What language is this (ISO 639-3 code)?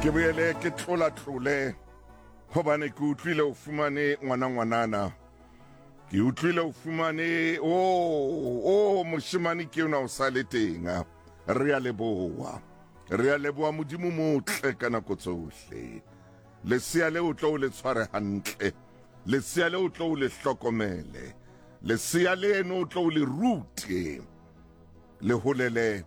sot